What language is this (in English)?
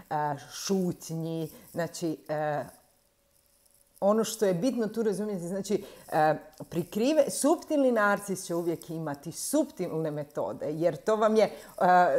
Croatian